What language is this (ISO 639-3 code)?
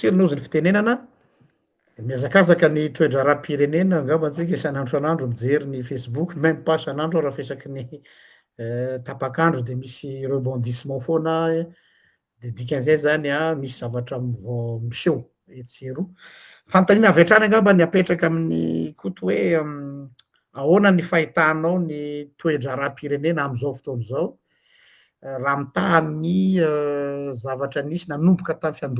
mlg